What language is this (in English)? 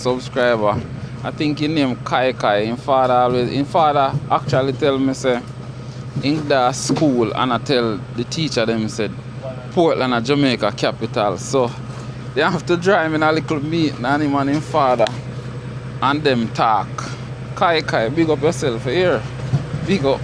Jamaican Creole English